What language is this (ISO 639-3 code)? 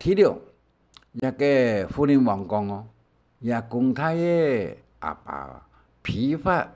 hak